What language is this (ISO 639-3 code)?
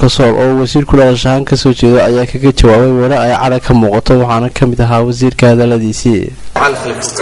som